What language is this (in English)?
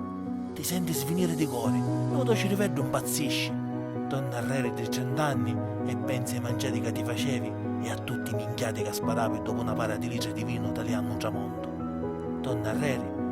Sicilian